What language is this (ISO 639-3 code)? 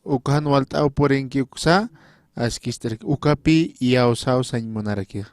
aym